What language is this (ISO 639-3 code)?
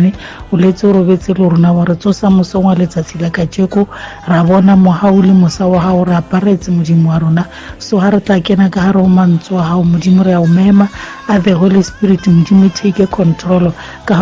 tsn